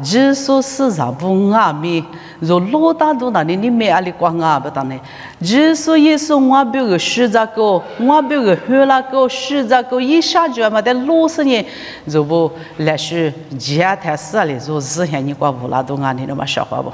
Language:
Lisu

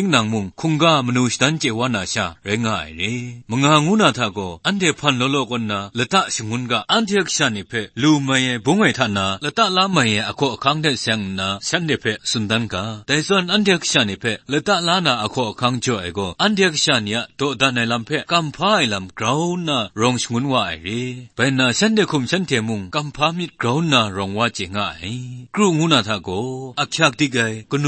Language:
Kachin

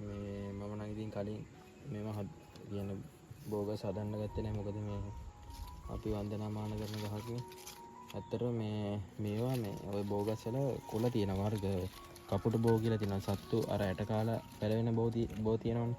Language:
Sinhala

